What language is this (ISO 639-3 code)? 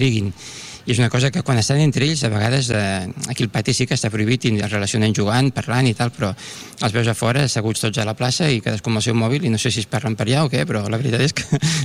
cat